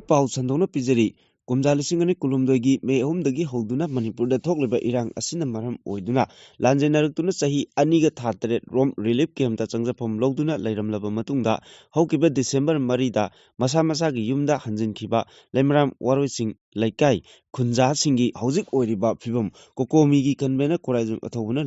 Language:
Manipuri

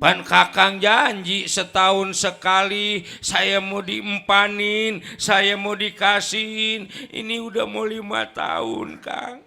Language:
Betawi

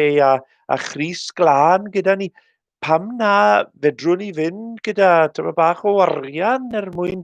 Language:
Welsh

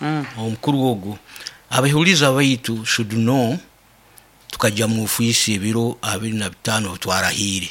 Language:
Nyoro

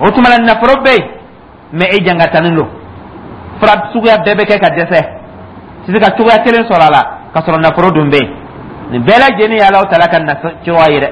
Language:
Dyula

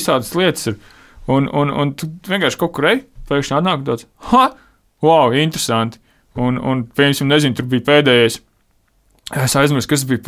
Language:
Latvian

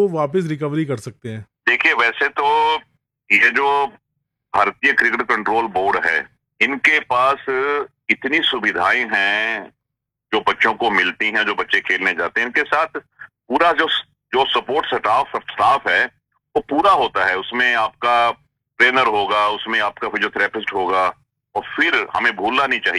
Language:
Hindi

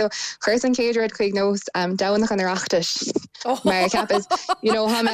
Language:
Irish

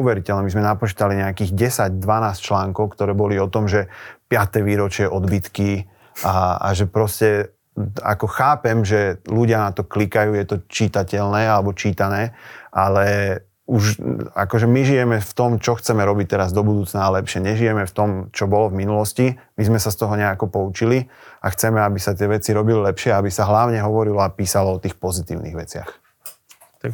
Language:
Slovak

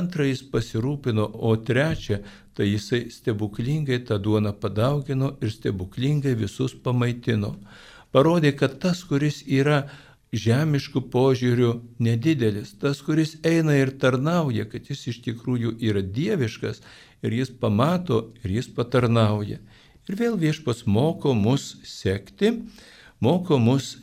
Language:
Lithuanian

